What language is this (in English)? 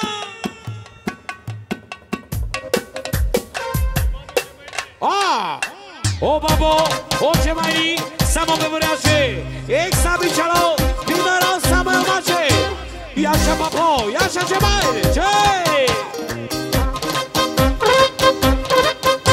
Romanian